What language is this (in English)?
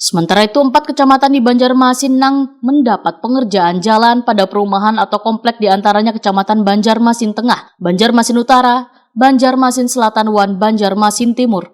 Banjar